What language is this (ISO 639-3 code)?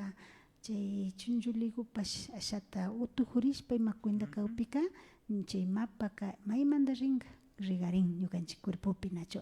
qvi